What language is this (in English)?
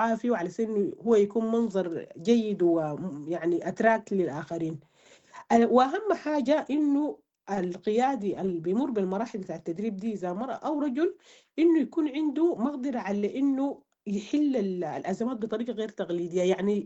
Sudanese Arabic